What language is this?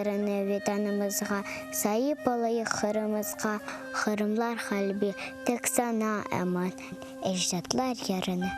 Crimean Tatar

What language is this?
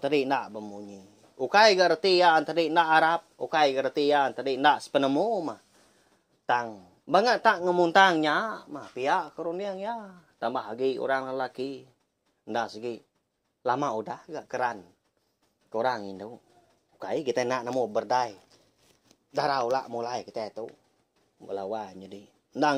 Iban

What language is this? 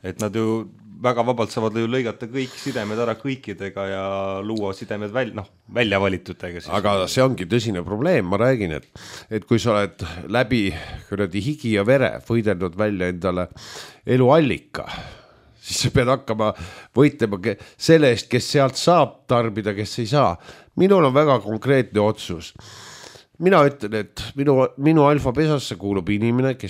Estonian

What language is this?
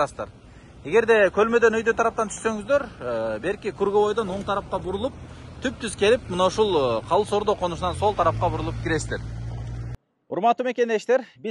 Kyrgyz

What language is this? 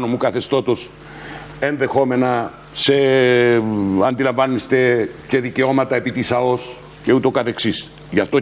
Greek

